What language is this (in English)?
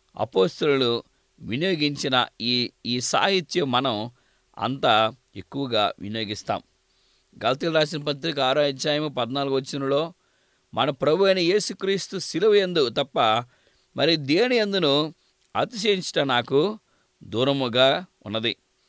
Telugu